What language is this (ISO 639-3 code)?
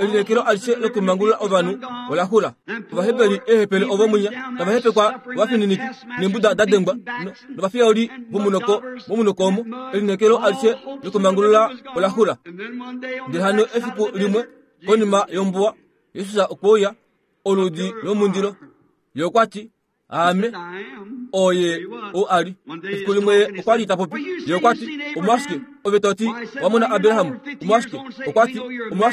kua